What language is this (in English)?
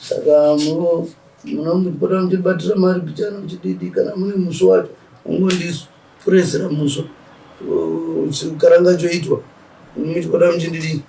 Shona